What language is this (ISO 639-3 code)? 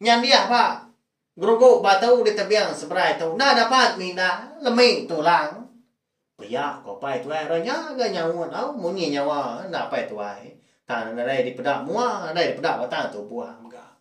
iba